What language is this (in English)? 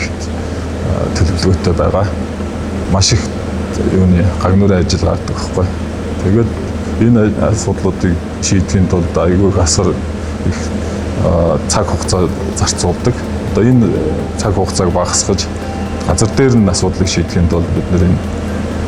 Mongolian